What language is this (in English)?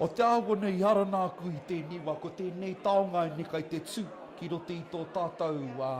Māori